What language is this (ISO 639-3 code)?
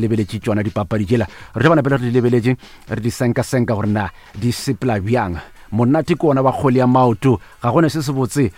nso